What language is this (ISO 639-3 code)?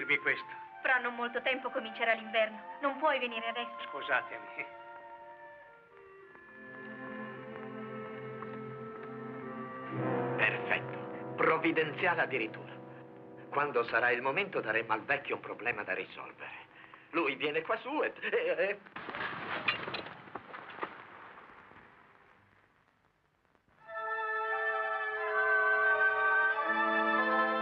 ita